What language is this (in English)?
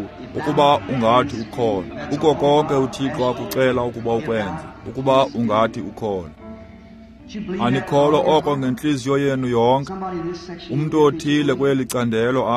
Xhosa